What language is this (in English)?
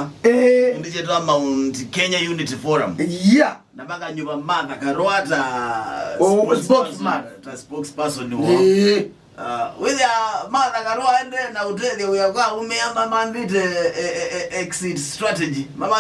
Kamba